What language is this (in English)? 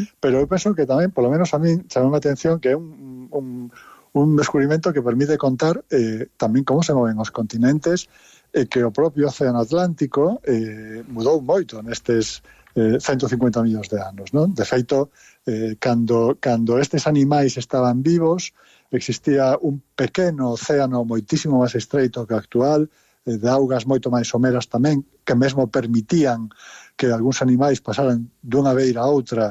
Galician